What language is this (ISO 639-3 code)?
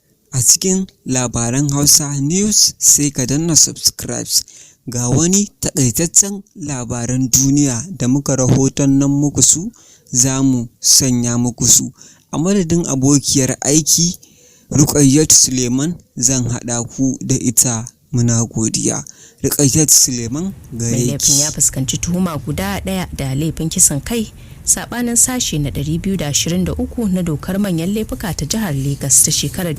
hau